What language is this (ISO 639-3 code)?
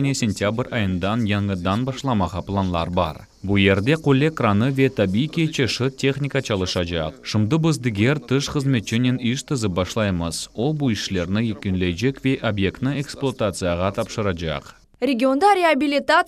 crh